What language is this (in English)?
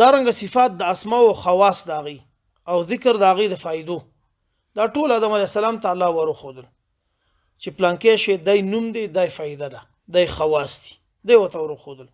Pashto